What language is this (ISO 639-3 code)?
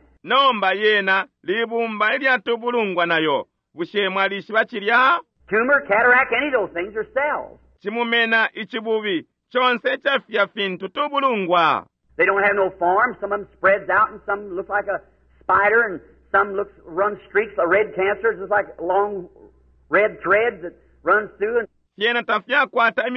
bem